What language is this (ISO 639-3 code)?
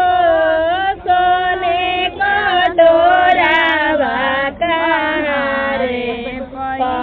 bho